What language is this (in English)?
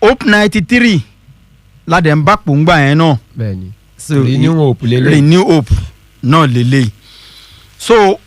Yoruba